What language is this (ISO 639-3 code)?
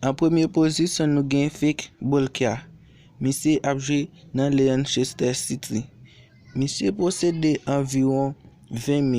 hat